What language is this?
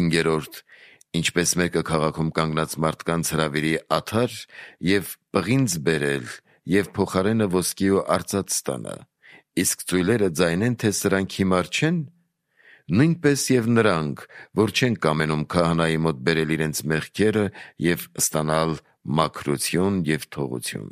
Armenian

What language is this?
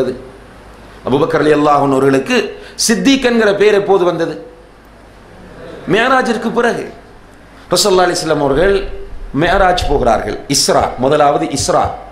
Tamil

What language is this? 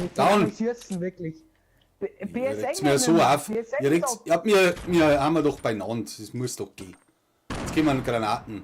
Bavarian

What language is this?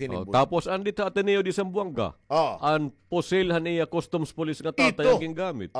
Waray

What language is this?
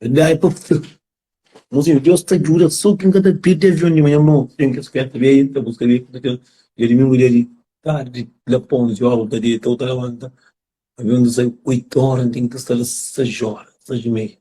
Kabuverdianu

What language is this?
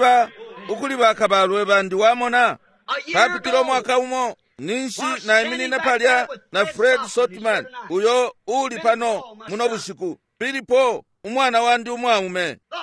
Bemba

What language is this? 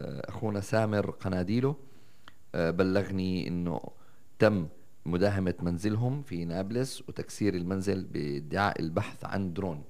North Levantine Arabic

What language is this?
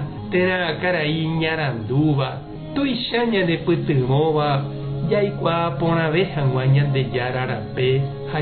Guarani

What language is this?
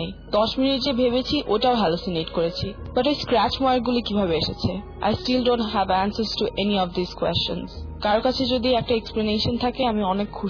Bangla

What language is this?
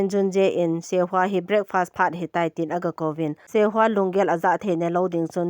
Thado Chin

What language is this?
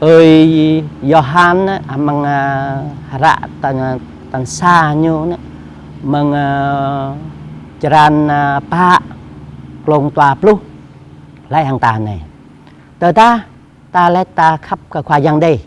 Jarai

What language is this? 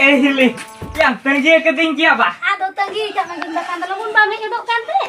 Santali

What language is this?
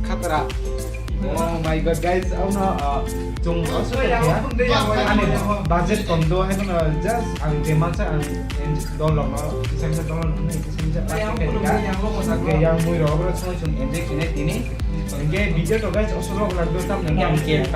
Kok Borok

